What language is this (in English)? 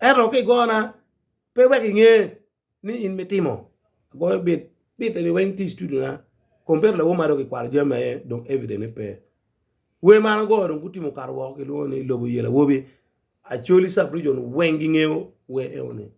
Acoli